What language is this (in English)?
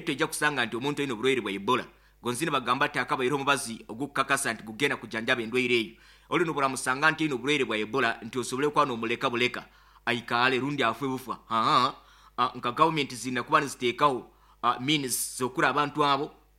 Nyoro